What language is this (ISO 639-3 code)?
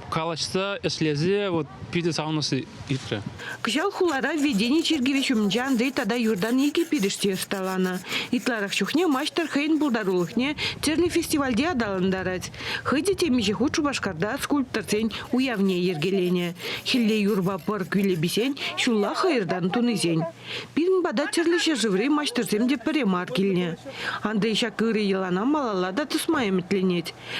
chv